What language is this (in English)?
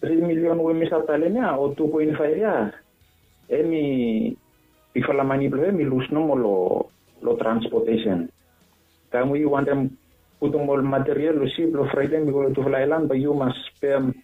Bislama